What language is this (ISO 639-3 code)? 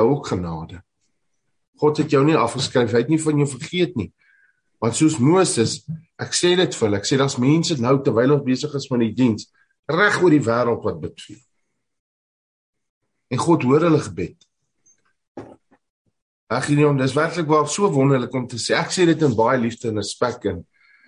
afr